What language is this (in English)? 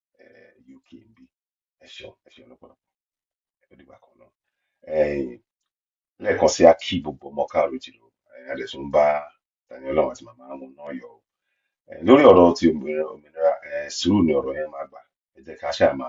Yoruba